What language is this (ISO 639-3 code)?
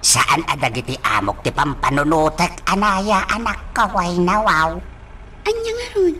ilo